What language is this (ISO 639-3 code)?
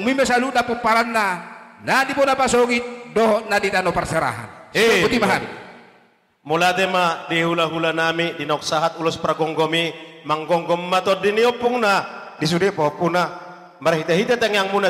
bbc